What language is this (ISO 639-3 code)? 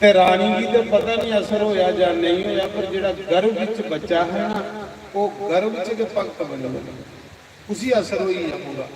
doi